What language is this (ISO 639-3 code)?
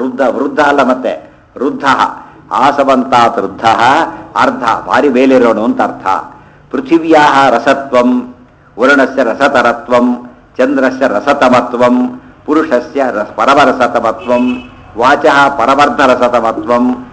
kan